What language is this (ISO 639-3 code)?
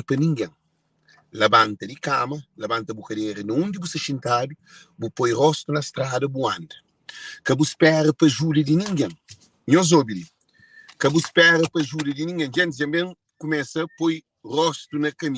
kea